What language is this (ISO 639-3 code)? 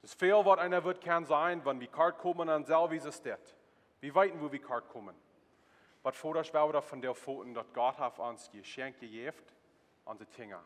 pdt